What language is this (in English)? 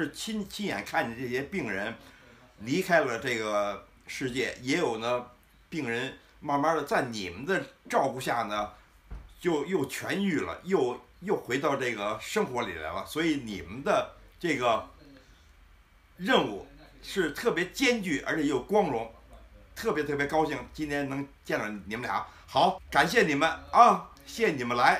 Chinese